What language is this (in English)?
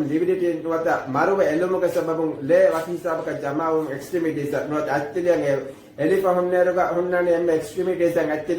Divehi